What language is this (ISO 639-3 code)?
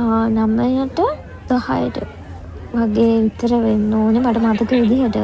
sin